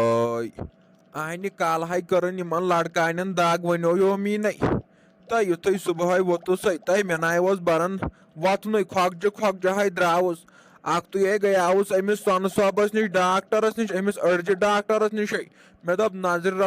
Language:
Kashmiri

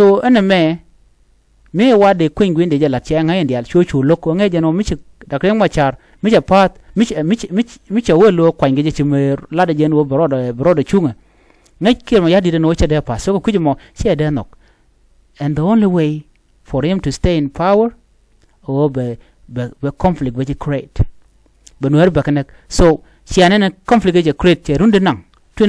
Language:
Nuer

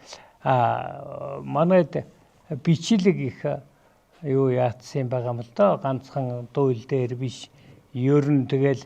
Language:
Mongolian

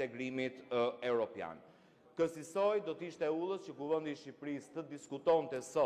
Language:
Albanian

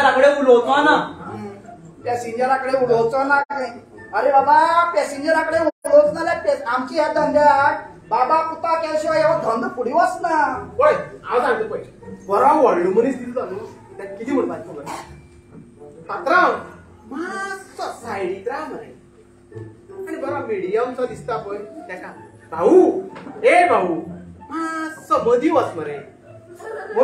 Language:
Konkani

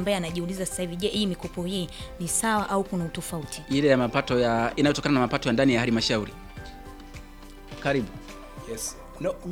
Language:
Swahili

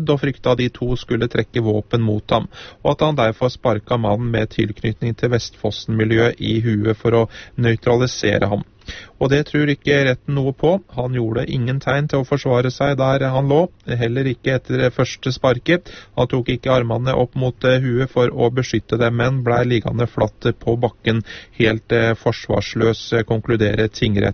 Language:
Norwegian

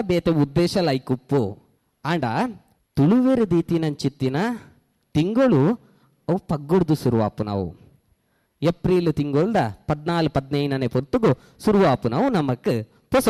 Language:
Tulu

